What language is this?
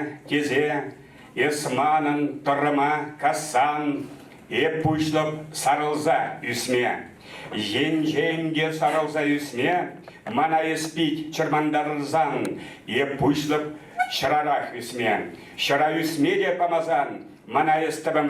Chuvash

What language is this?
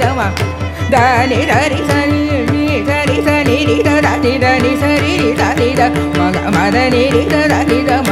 Tamil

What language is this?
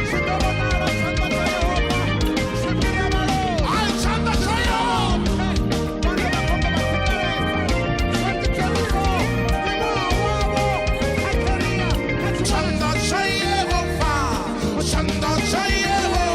Venda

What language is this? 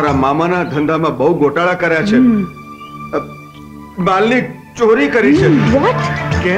Gujarati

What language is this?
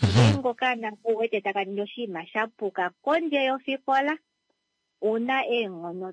Kuanyama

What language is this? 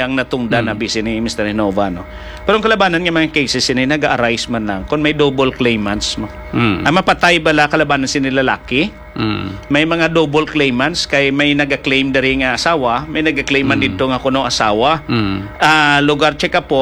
Hiligaynon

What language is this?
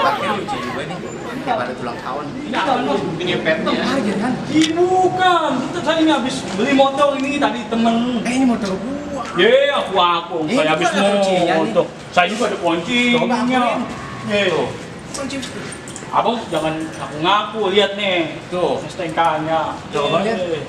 Betawi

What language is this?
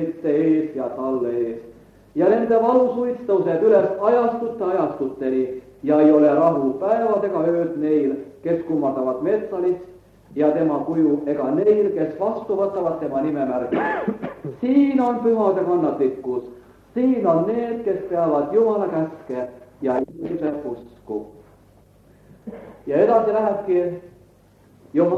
Estonian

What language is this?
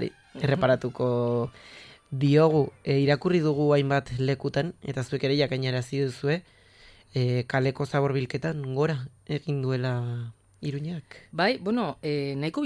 Basque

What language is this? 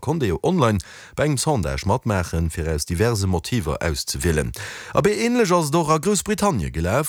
Luxembourgish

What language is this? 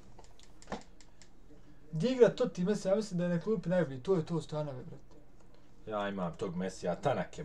Bosnian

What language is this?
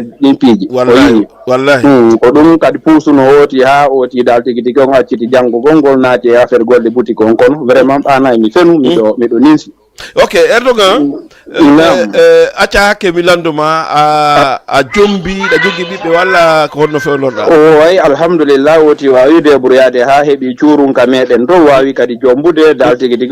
Fula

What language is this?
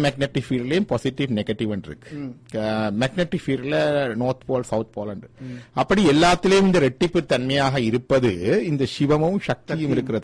Tamil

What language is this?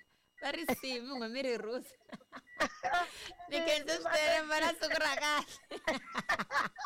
Tsonga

